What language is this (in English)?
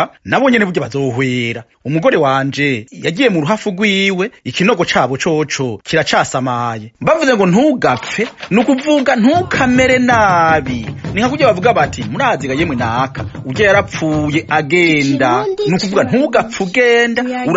Rundi